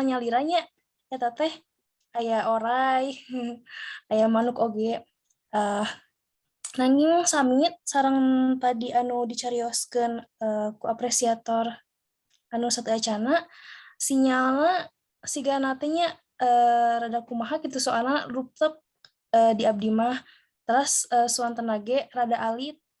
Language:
Sundanese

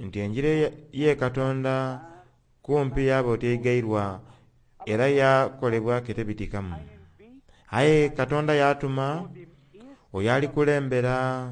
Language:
Soga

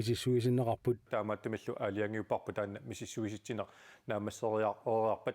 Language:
Kalaallisut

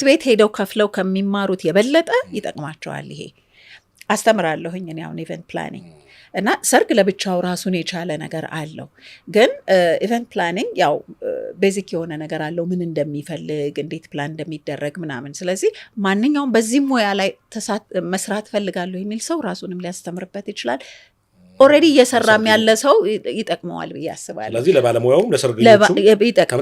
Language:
Amharic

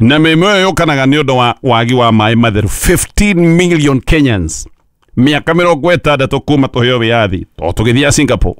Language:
Kikuyu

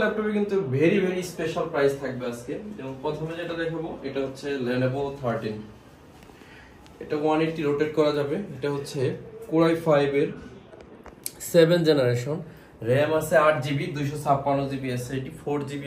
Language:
Bangla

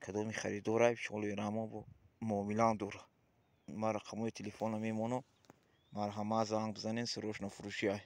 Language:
Tajik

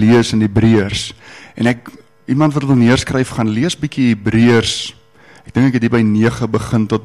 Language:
Afrikaans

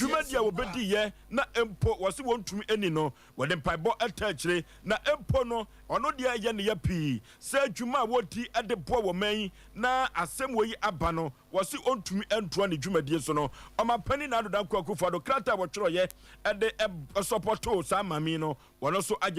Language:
Akan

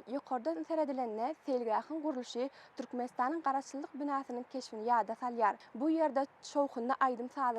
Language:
Turkmen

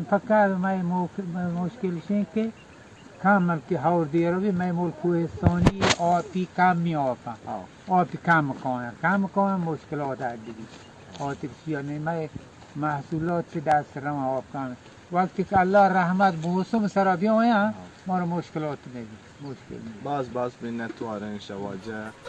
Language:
Baluchi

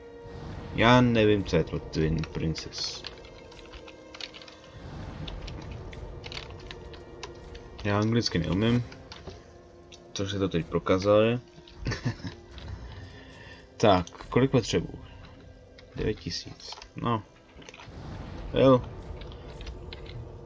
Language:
Czech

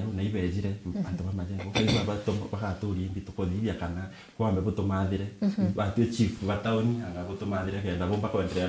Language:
Meru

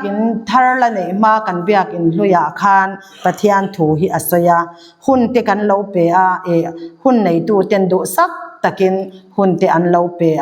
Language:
Mizo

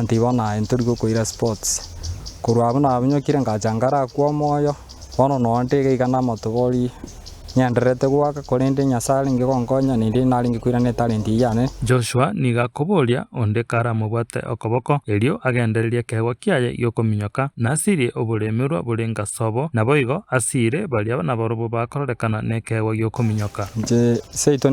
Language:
Gusii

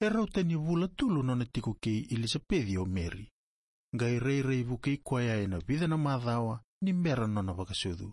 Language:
Fijian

